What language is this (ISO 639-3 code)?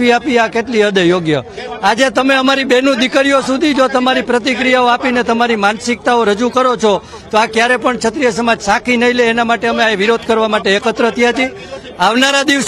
guj